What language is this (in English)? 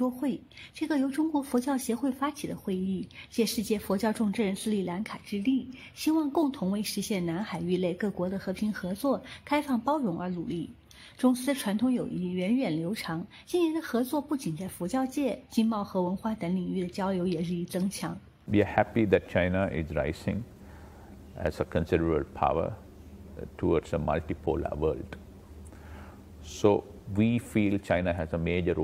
Chinese